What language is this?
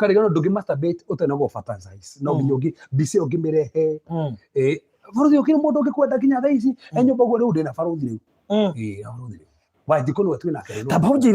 Kikuyu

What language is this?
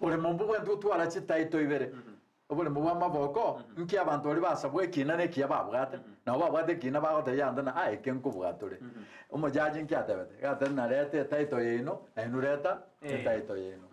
Gusii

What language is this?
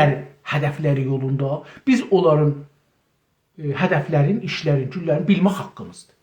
South Azerbaijani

